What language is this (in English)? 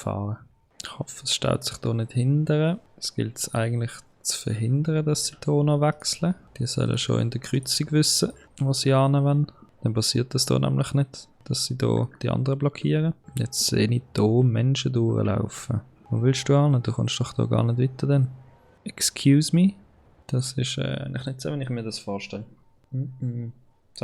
Swiss German